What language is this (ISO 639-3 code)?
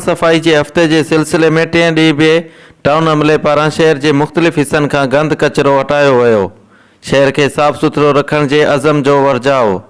snd